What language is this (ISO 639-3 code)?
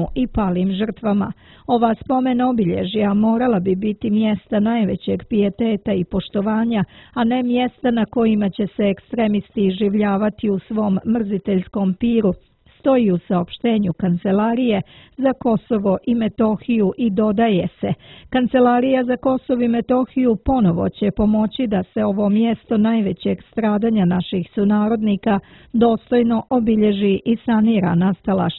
srp